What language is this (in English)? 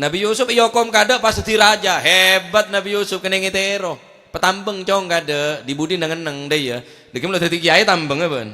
Madurese